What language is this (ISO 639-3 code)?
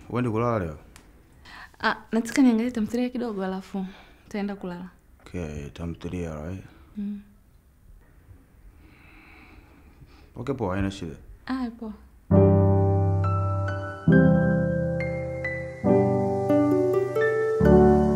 swa